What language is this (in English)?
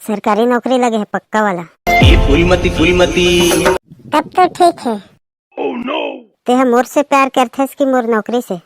Chhattisgarhi